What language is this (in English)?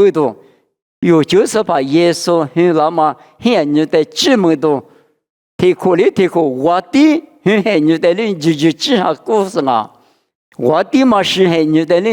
Lisu